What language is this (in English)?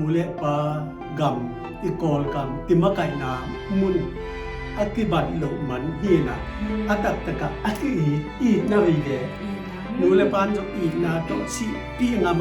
Tedim Chin